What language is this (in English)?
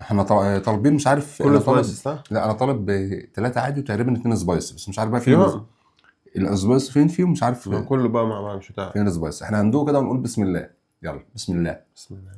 Egyptian Arabic